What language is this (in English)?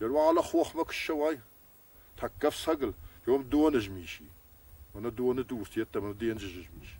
Ossetic